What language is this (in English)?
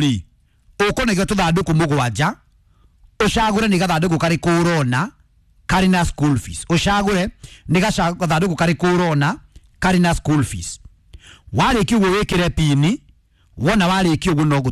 Kikuyu